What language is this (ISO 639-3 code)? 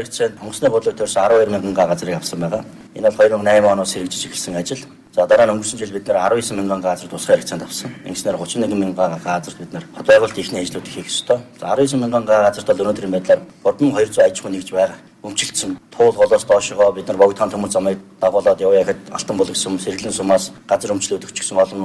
mon